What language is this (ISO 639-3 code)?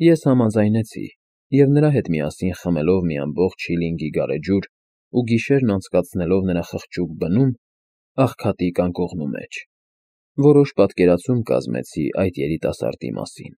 hye